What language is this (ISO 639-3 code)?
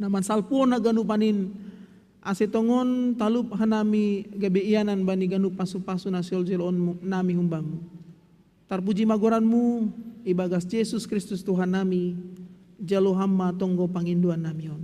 bts